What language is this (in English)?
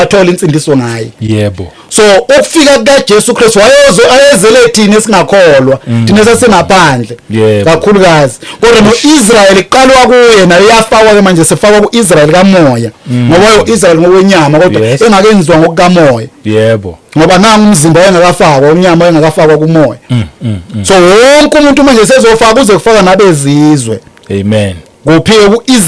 Zulu